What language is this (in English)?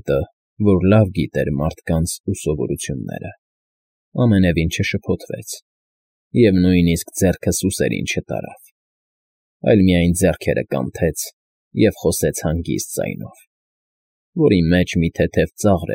Armenian